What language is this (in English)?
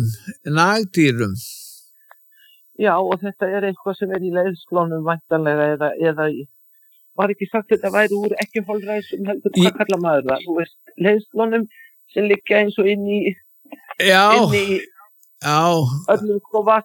Icelandic